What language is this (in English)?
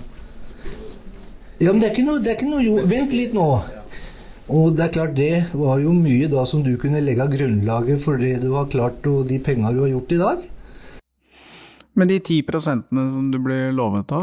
Norwegian